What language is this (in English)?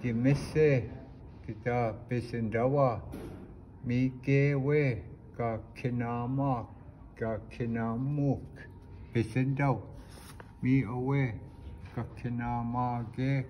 Chippewa